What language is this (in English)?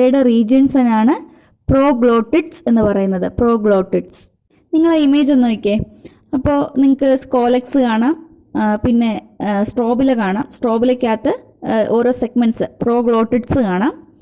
Malayalam